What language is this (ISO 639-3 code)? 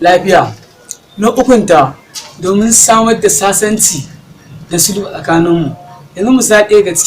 hau